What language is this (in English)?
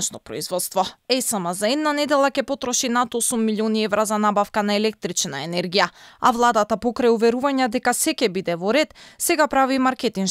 Macedonian